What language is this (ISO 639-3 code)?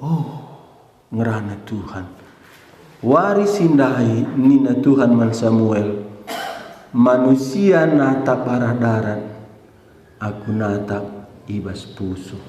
btx